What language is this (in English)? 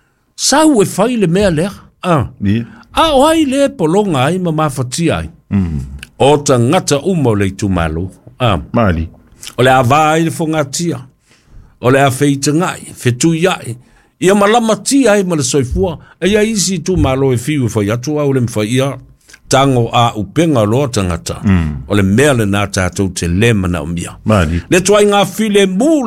Samoan